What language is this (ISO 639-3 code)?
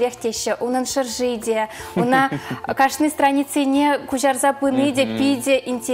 chv